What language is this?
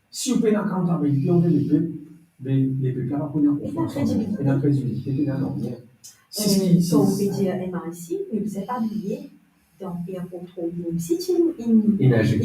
Morisyen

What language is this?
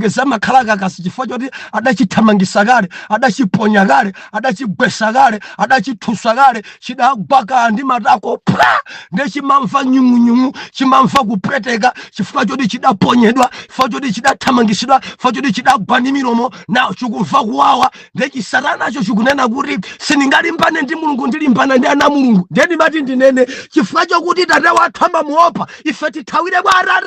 Nyanja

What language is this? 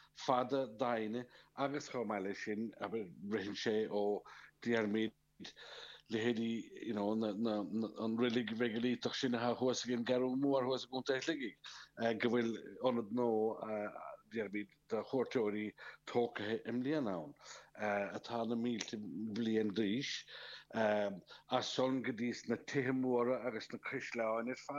Irish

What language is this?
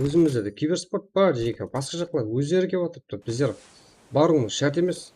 Kara-Kalpak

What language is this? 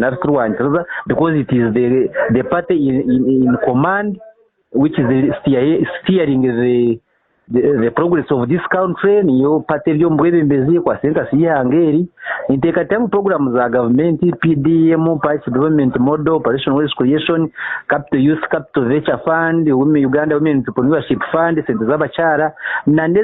Nyankole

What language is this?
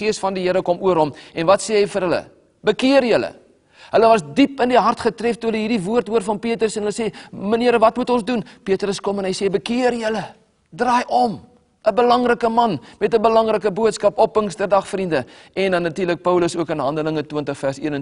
Afrikaans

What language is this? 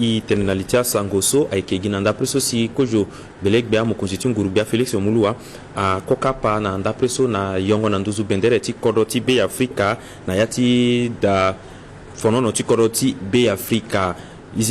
Sango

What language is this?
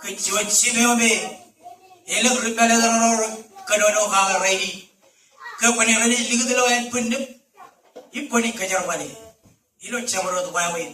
Marshallese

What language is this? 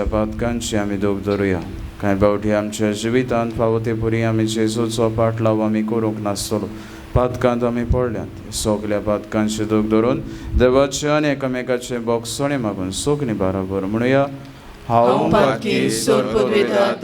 Konkani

